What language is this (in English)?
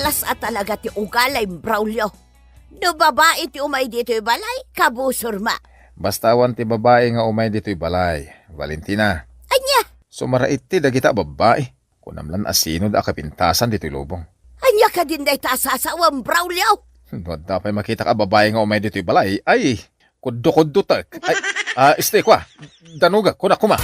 Iloko